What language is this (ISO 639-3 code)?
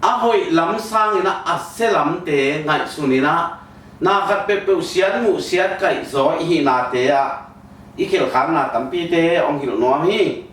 ctd